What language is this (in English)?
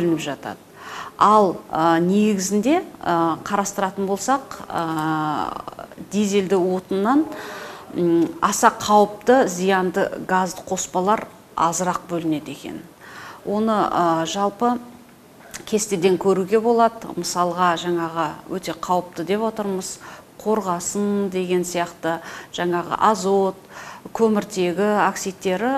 Kazakh